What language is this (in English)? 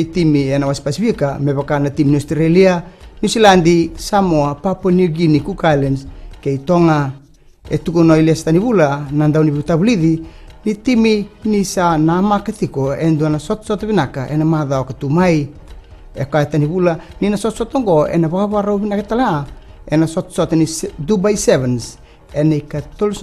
Fijian